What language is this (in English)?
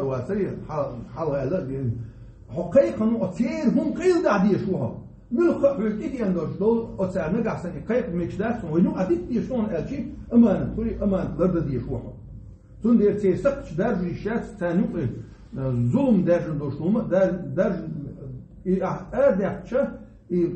Chechen